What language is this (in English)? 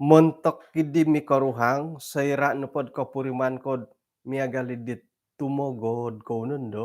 Central Dusun